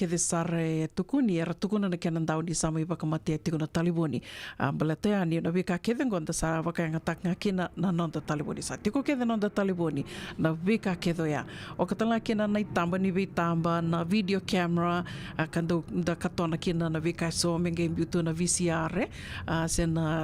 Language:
Fijian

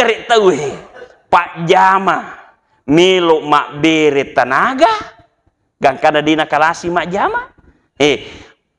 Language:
Buginese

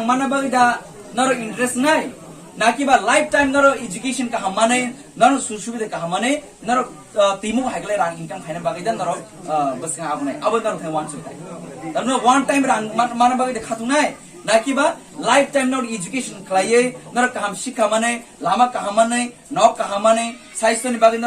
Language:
Kok Borok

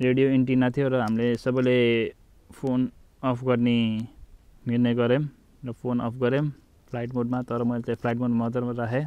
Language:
Nepali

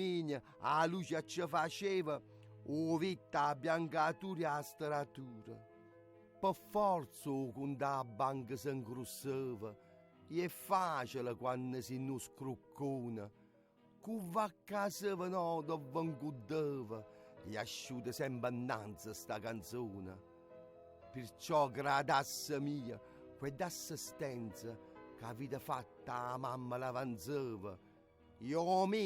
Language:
Neapolitan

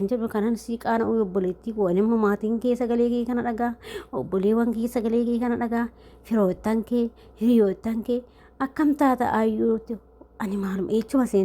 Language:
Oromo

